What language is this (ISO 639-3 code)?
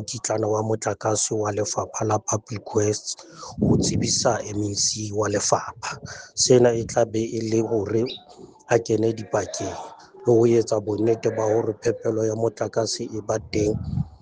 sot